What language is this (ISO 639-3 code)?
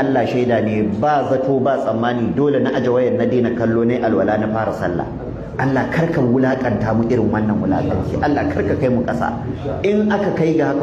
hau